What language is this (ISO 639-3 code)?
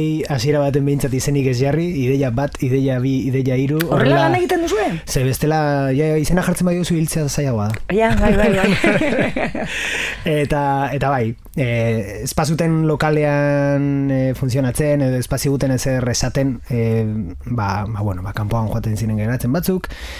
eus